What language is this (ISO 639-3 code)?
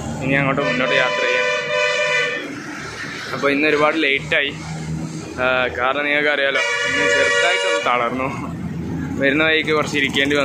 mal